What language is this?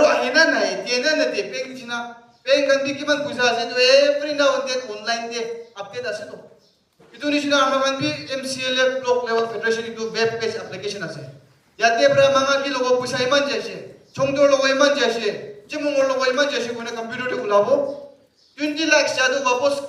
Naga Pidgin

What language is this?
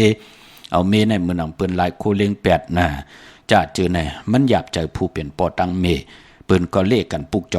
Shan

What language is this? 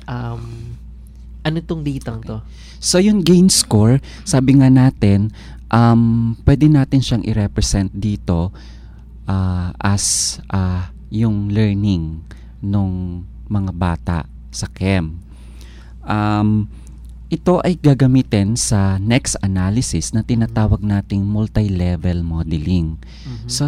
Filipino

